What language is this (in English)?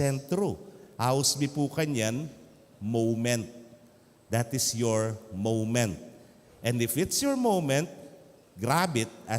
Pampanga